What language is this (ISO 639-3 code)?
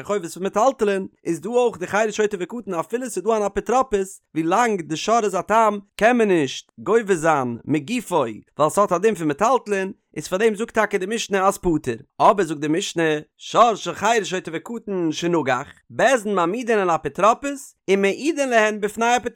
yid